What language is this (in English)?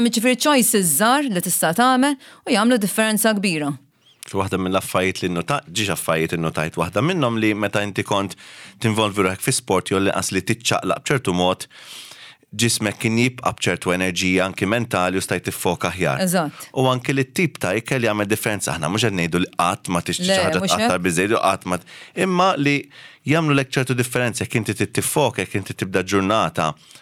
Maltese